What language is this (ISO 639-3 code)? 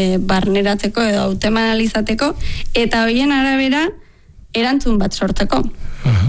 eus